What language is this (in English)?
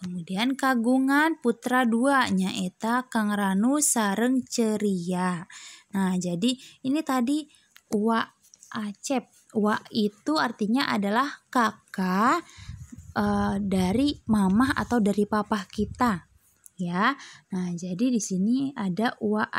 Sundanese